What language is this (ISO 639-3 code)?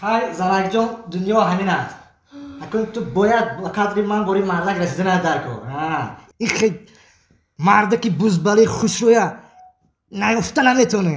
tgk